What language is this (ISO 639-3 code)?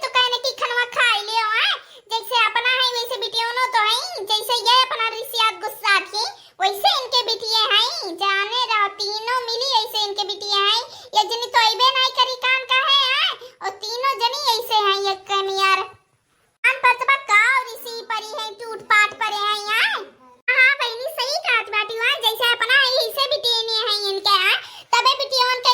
awa